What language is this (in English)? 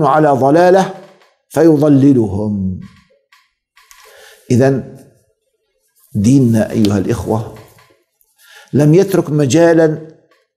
Arabic